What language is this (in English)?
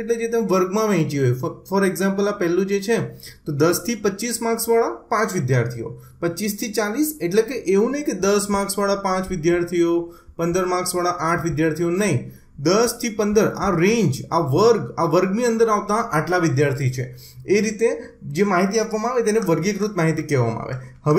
Gujarati